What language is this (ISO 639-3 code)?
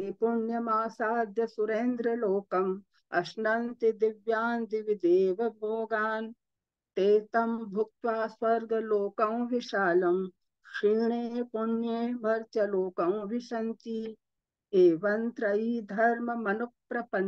san